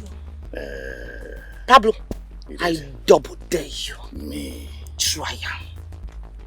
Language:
Nigerian Pidgin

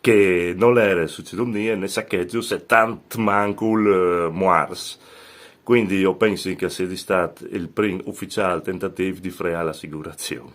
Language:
Friulian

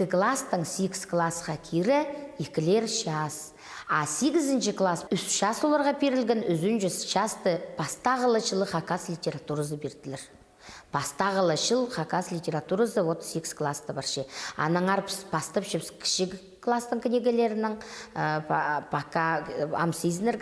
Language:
Khakas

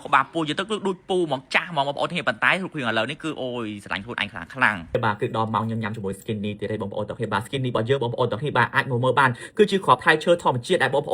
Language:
Khmer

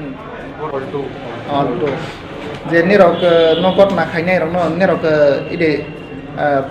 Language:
Riang (India)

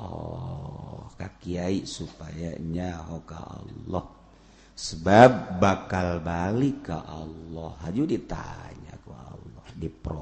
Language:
Sundanese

